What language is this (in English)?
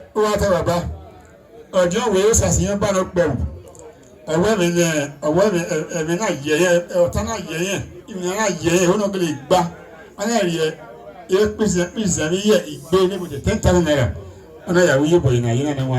Bini